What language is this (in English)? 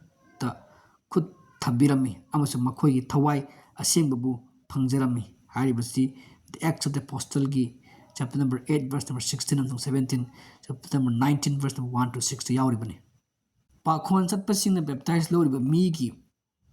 Manipuri